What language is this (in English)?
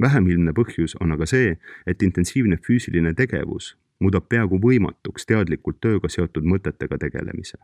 Estonian